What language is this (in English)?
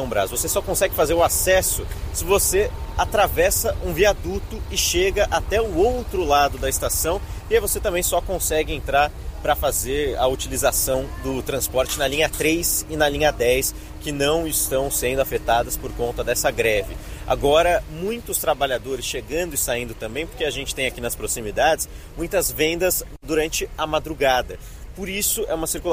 Portuguese